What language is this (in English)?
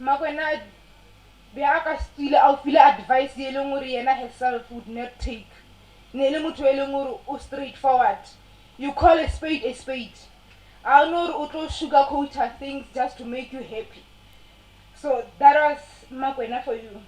Northern Sotho